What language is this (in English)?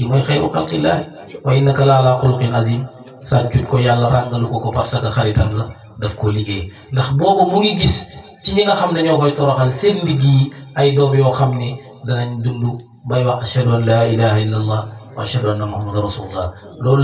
Wolof